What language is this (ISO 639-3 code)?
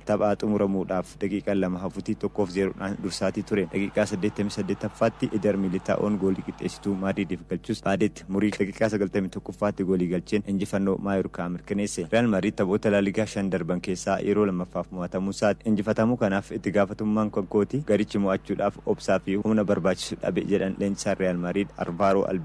orm